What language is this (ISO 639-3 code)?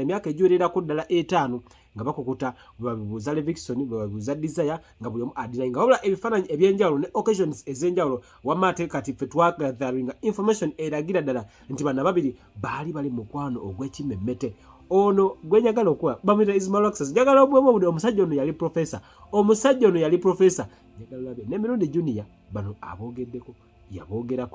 lug